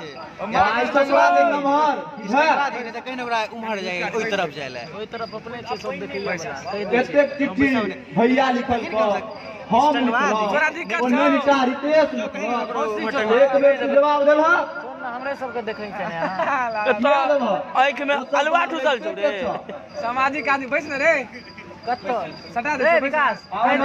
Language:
Maithili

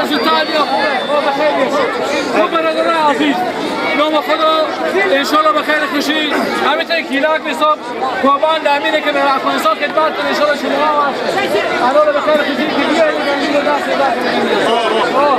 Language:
Persian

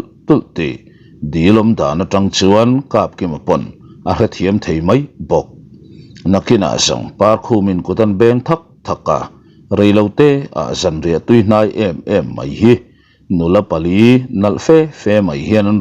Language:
Mizo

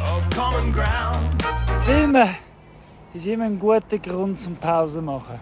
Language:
Swiss German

